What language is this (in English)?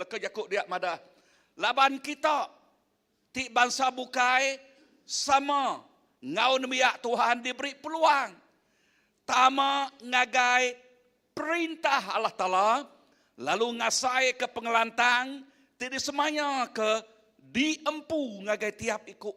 Iban